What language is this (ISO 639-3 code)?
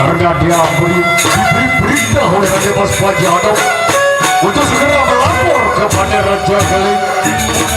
sas